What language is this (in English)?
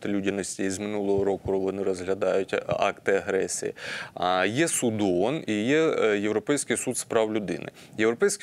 Ukrainian